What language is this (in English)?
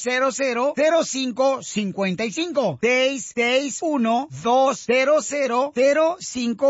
Spanish